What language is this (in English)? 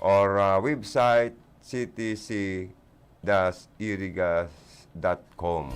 Bikol